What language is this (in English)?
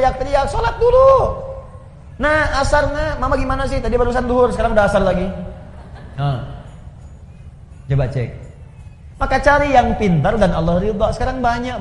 Indonesian